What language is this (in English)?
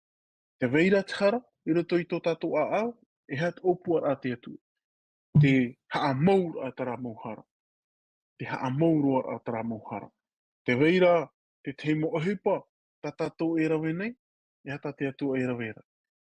Tahitian